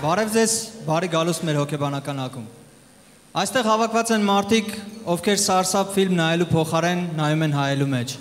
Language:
Armenian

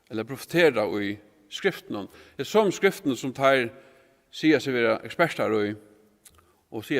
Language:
Faroese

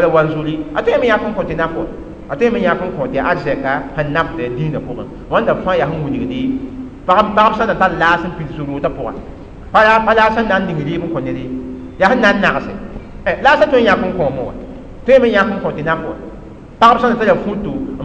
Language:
Mossi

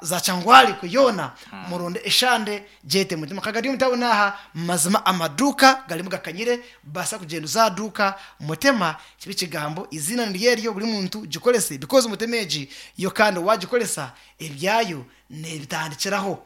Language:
Nyankole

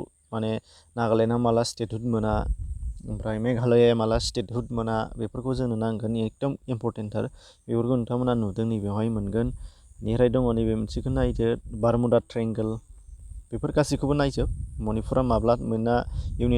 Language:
Bodo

